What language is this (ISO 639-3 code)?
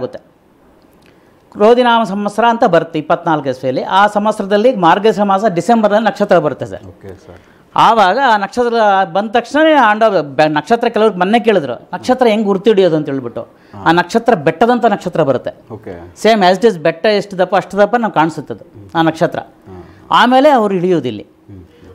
kan